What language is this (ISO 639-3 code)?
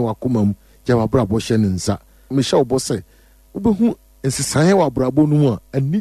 aka